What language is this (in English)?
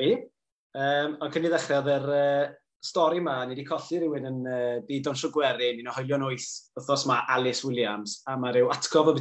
Welsh